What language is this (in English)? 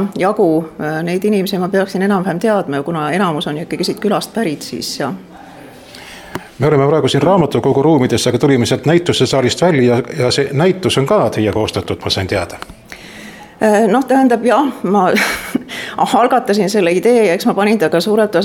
Estonian